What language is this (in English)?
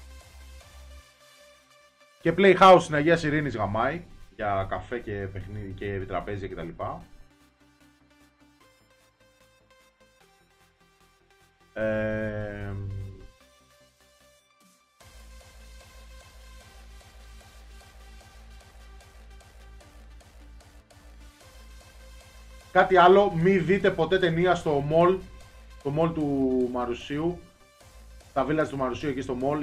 Greek